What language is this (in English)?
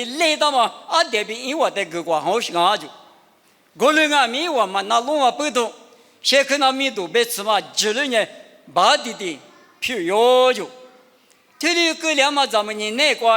Lisu